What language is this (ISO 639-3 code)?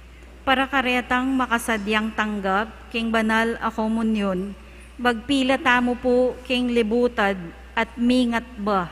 pam